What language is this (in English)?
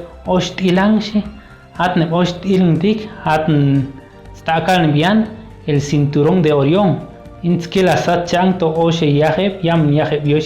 Chuj